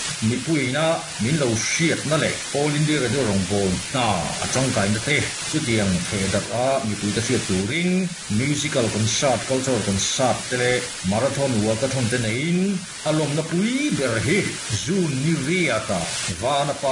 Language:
Mizo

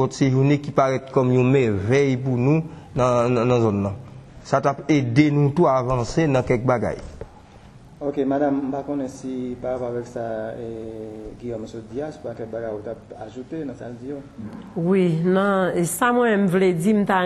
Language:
Haitian Creole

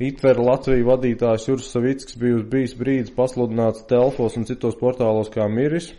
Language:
Latvian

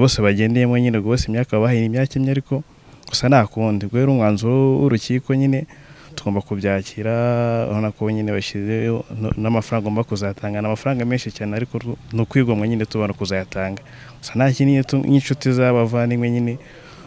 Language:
Kinyarwanda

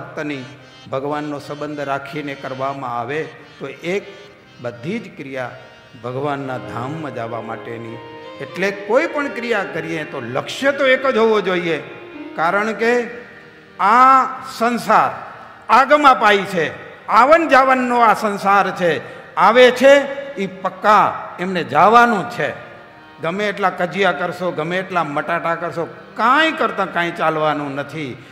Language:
Gujarati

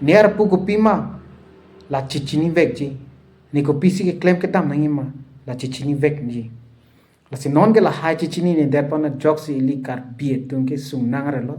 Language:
Karbi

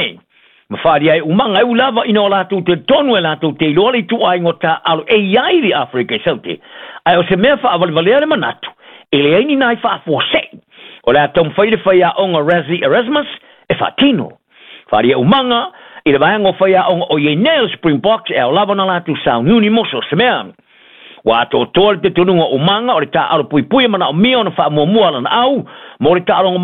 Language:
Samoan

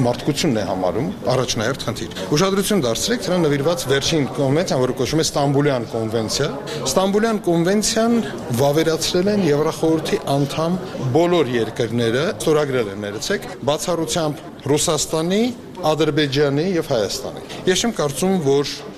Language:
Armenian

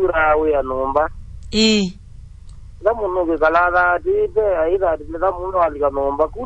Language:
Kamba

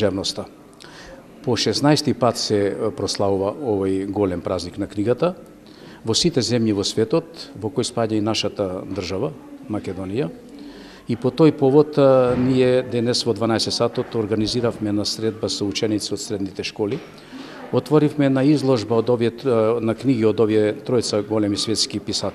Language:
Macedonian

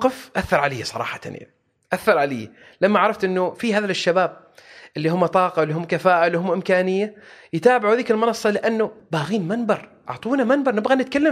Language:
Gulf Arabic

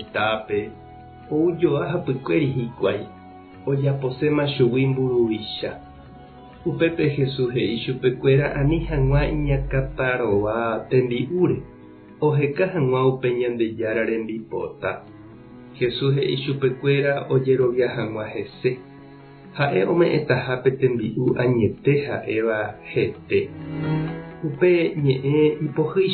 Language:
Guarani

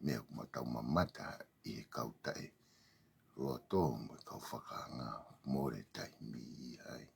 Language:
Tongan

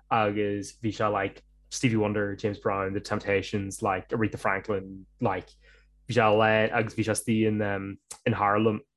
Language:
Irish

